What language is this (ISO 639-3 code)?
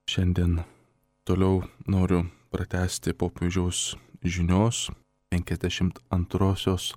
lit